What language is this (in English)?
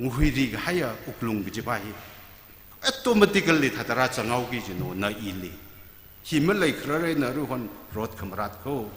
Tangkhul Naga (India)